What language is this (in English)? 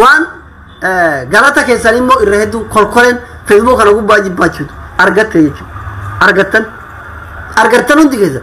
Oromo